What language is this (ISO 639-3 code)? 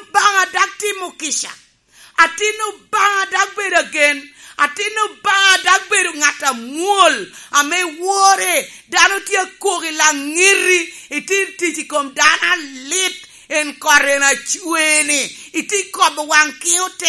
laj